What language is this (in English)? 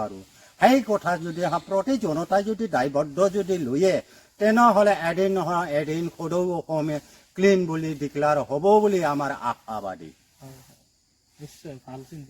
Assamese